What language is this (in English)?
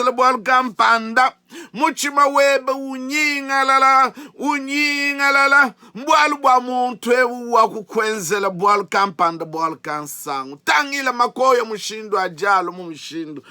Luba-Lulua